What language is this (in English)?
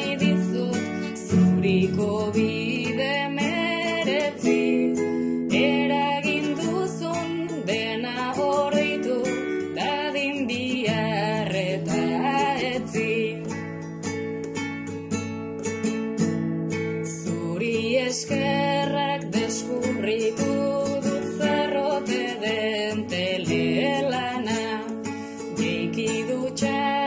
Basque